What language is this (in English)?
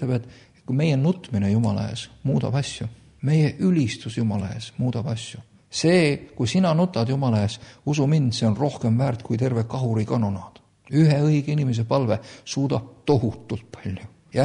Estonian